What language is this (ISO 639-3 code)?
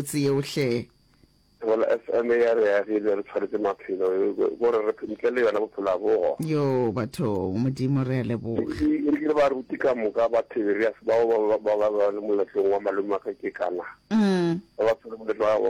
nso